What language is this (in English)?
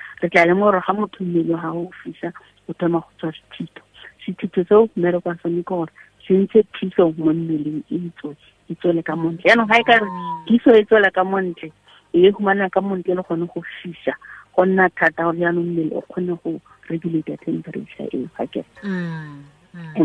Tswana